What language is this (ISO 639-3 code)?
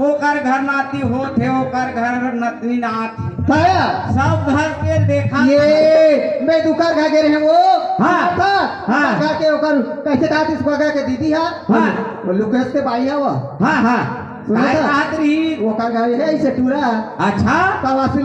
hne